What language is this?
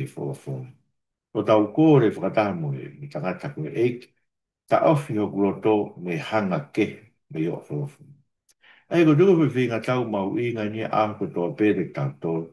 Tongan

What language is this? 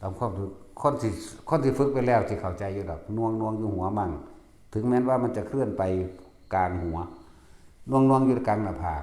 Lao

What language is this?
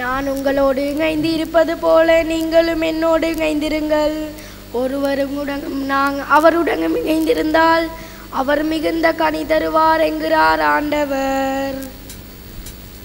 Tamil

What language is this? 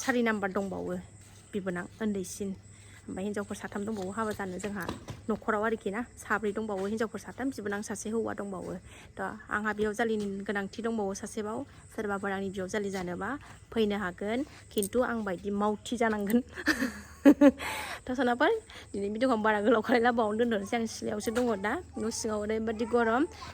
Bodo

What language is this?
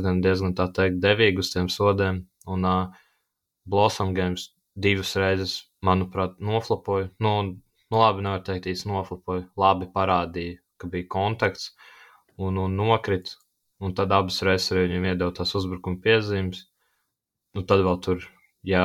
Latvian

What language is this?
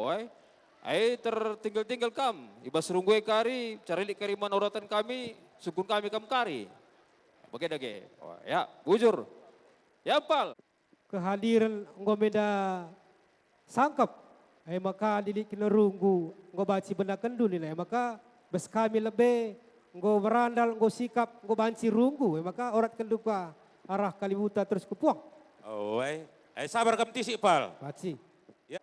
Batak Karo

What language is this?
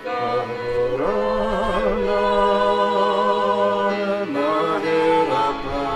Bikol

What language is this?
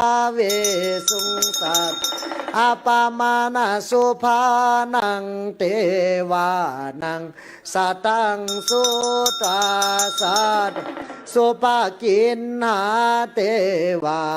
Pali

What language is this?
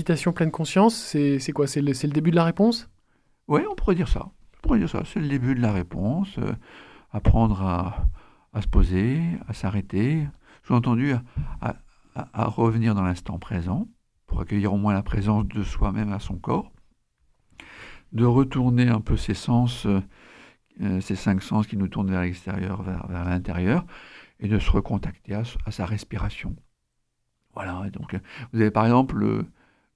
French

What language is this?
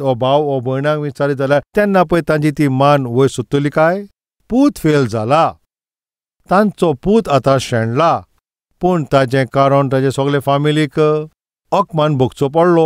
Konkani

